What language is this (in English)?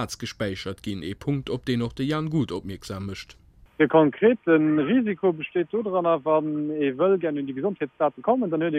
Luxembourgish